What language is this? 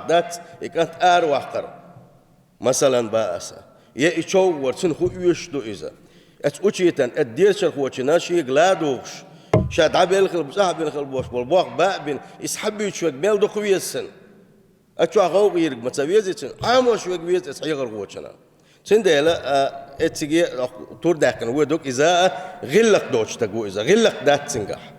Chechen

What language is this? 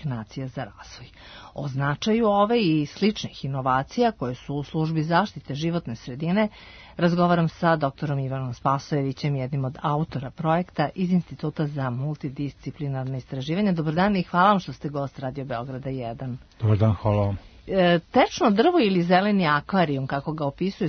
Serbian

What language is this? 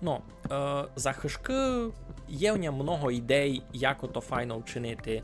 Rusyn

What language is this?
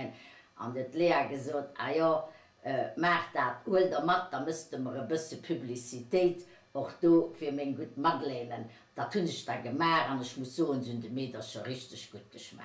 Luxembourgish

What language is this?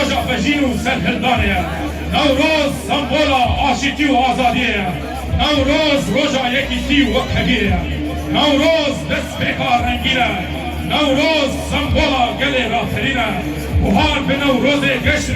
Kurdish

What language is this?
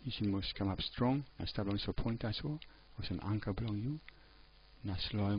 Tok Pisin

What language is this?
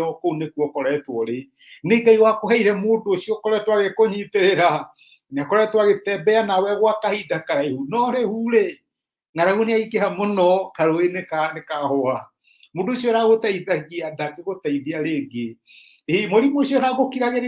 Kikuyu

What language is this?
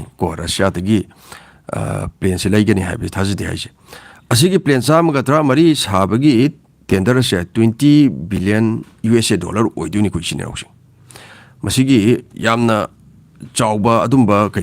Manipuri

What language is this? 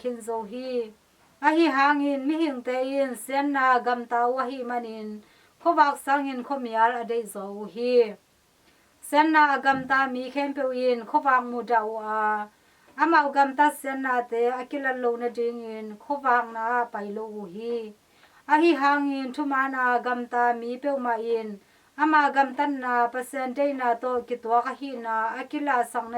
Tedim Chin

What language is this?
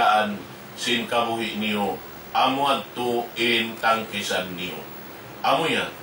Tausug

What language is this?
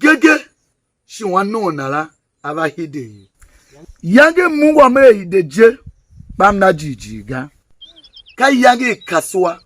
Tiv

